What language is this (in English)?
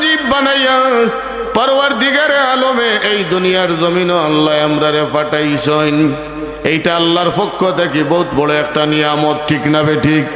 Sylheti